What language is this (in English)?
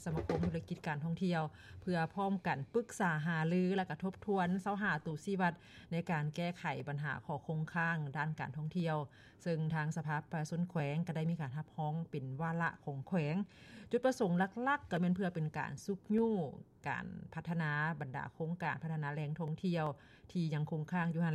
Lao